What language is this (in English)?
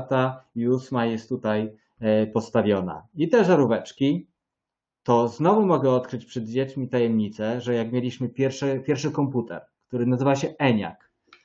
Polish